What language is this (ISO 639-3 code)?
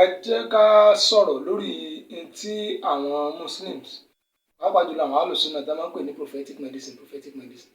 yor